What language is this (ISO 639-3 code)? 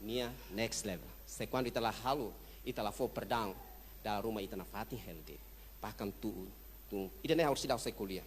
tet